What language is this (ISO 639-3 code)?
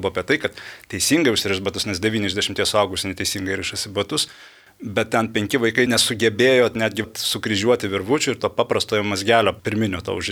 lit